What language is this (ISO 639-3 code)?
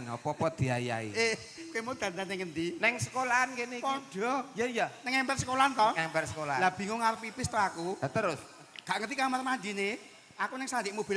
jav